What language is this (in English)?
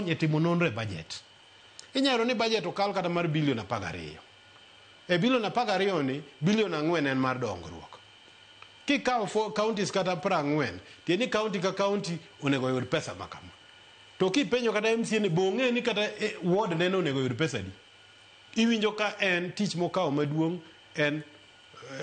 Luo (Kenya and Tanzania)